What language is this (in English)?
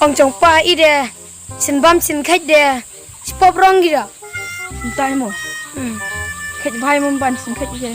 Khasi